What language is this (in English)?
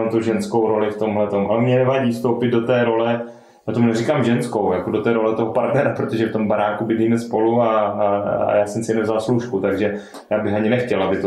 Czech